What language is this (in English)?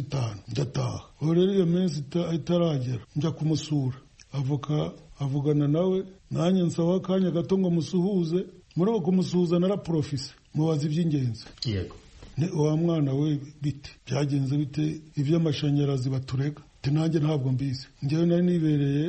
Kinyarwanda